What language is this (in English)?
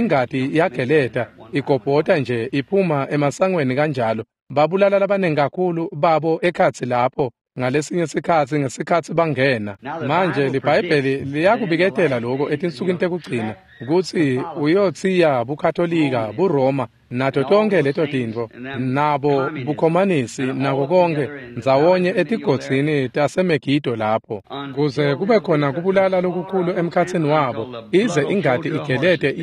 Swati